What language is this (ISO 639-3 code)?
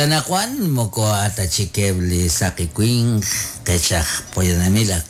kek